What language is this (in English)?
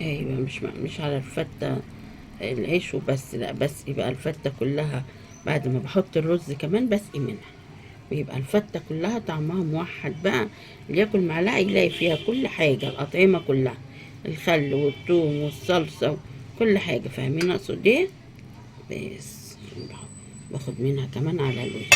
Egyptian Arabic